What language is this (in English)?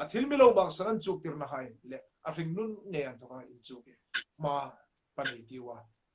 Hmar